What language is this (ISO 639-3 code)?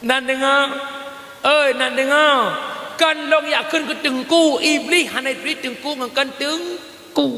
ace